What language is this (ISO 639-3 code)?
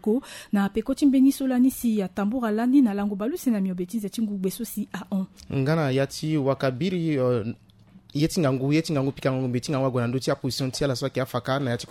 sag